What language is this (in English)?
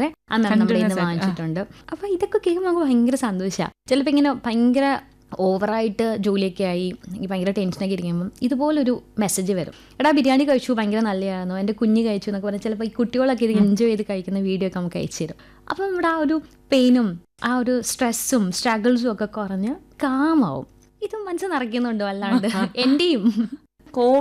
Malayalam